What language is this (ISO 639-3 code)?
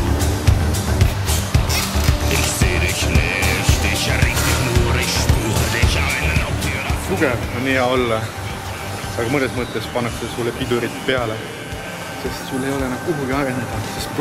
est